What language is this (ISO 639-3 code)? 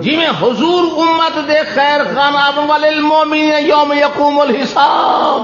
skr